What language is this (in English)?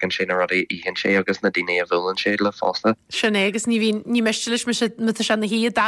Irish